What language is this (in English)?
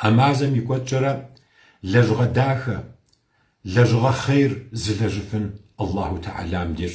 Kabardian